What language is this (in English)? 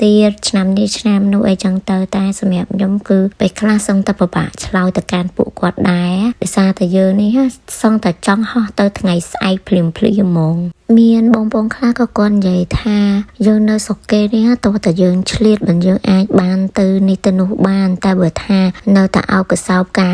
Khmer